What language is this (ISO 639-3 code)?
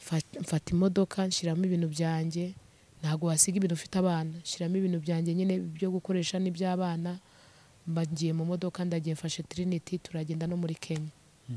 kin